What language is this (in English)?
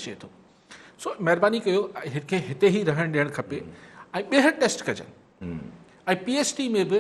Sindhi